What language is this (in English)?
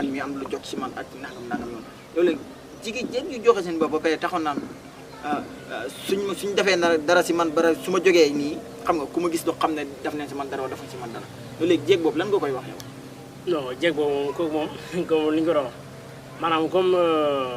Wolof